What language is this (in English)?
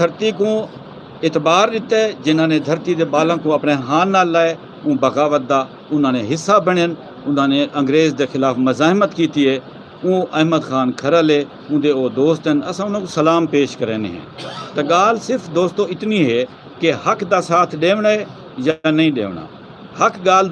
Saraiki